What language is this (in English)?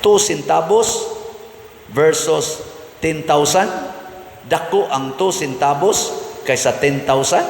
Cebuano